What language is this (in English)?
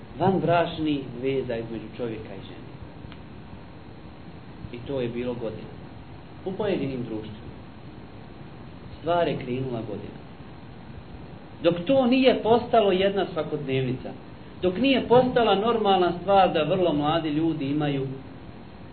Bosnian